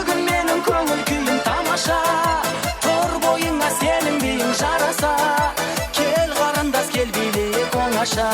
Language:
Kara-Kalpak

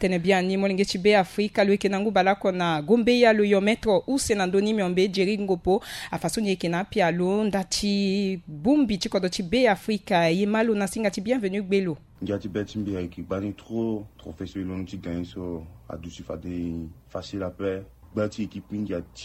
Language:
Sango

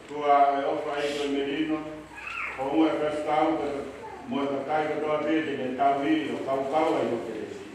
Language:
Tongan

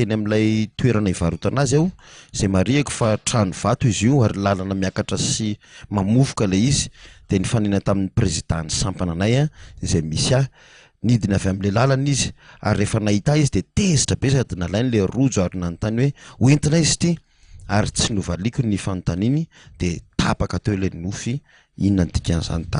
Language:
Malagasy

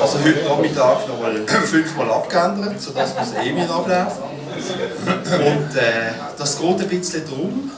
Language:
Swiss German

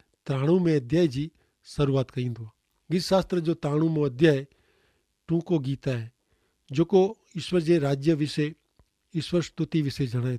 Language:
Kachhi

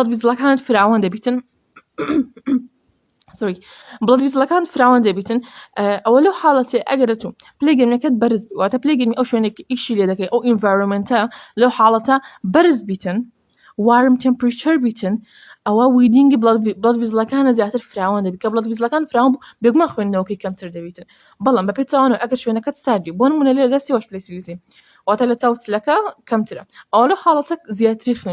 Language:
Central Kurdish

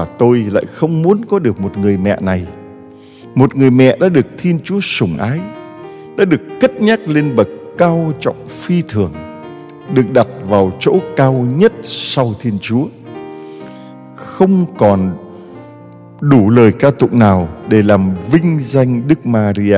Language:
Vietnamese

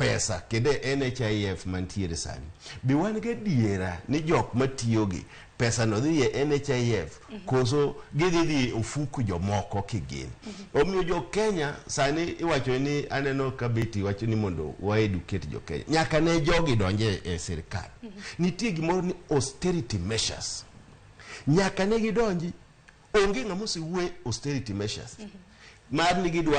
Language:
Luo (Kenya and Tanzania)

